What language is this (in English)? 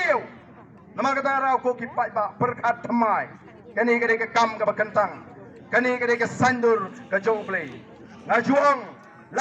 Khasi